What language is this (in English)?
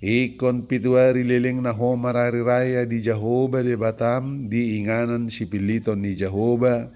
Batak Toba